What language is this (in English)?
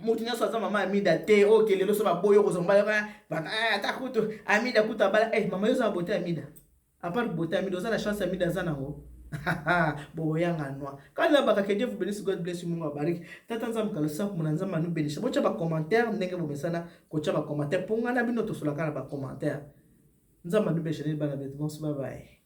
Lingala